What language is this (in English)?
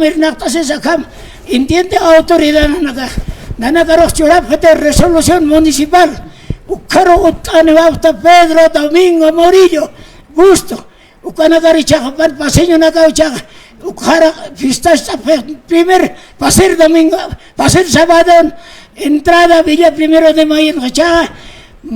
Aymara